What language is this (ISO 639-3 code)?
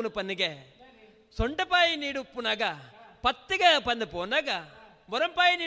tcy